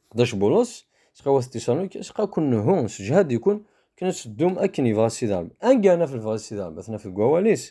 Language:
Kabyle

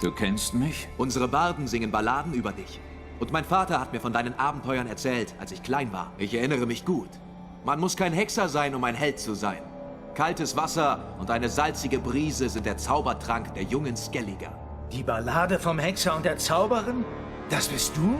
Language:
Swiss German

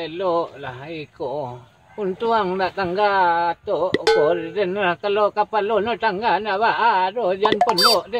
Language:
Minangkabau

